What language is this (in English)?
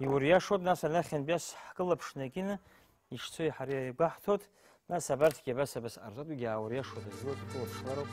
Abkhazian